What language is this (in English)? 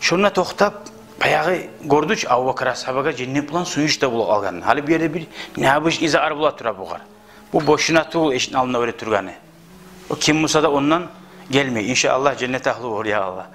Kumyk